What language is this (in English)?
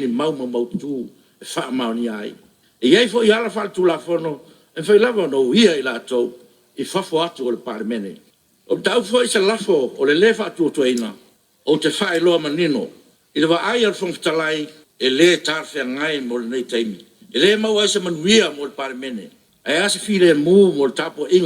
Samoan